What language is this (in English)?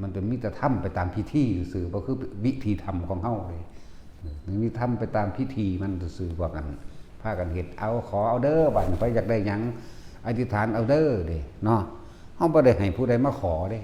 Lao